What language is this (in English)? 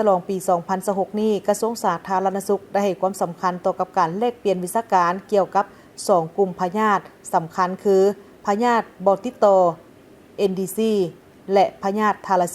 Lao